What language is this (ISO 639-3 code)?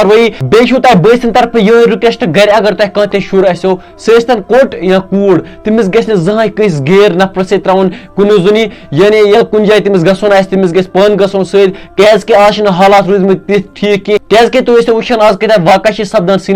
kas